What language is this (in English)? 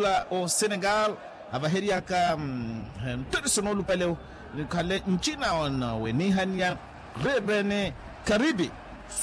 Makhuwa